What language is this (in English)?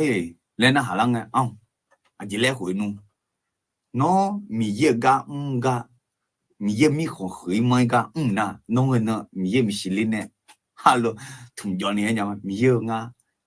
Akha